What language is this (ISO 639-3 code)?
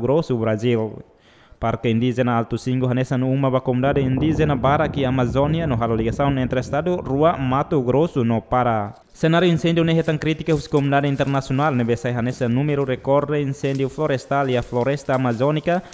tet